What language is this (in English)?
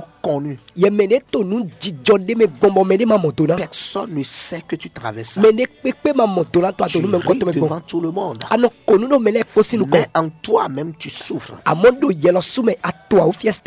Fon